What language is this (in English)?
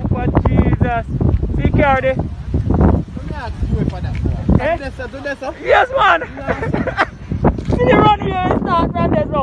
Jamaican Creole English